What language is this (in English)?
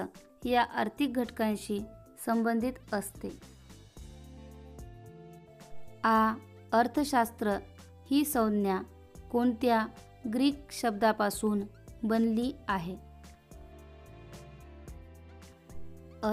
Marathi